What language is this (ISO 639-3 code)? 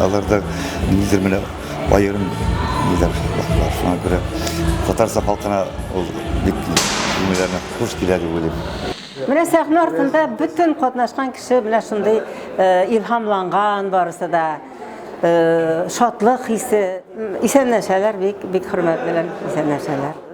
tat